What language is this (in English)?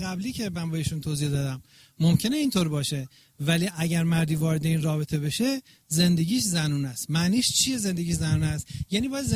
Persian